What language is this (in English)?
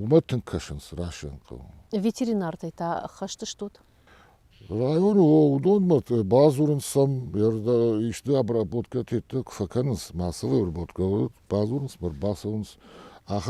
Ossetic